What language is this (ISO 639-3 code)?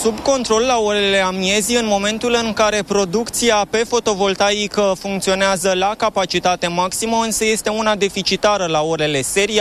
ron